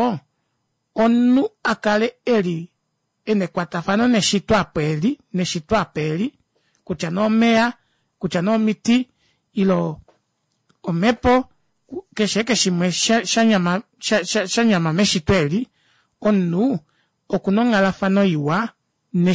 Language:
Kuanyama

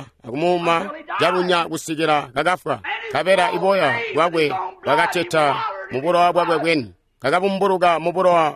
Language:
Tonga (Zambia)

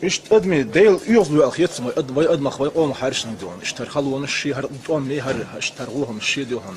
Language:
Chechen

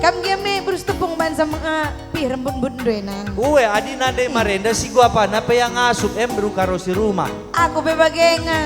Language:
Batak Karo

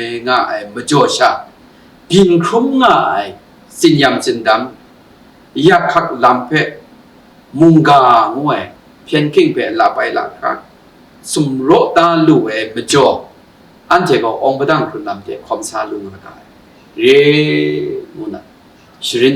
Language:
Kachin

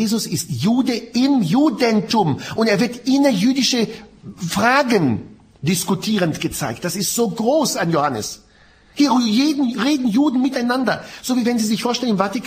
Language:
German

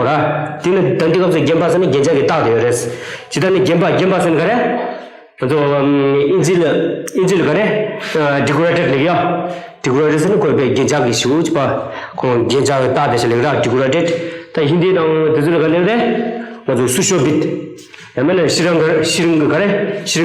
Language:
Tibetan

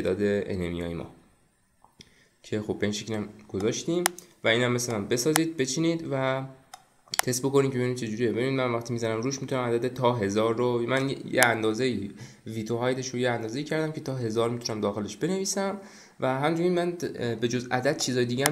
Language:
Persian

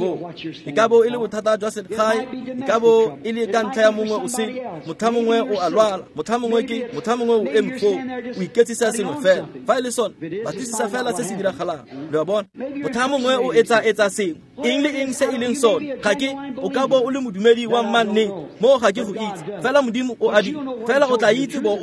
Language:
Tswana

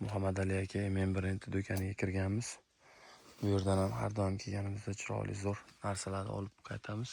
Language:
Uzbek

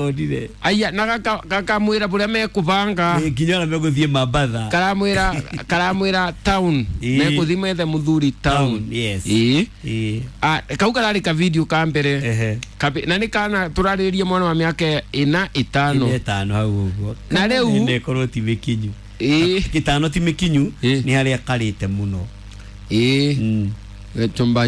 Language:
Kikuyu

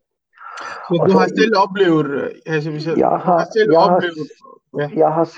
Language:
Danish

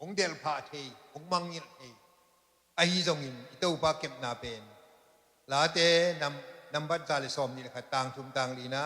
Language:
Tedim Chin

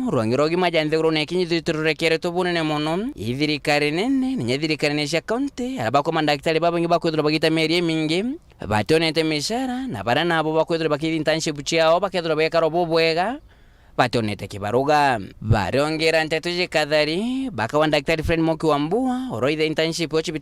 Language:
Meru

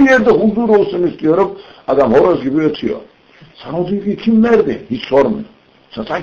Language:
Turkish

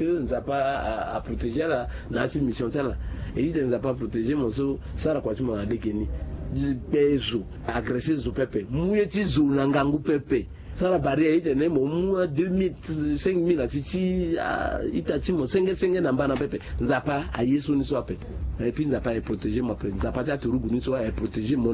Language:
Sango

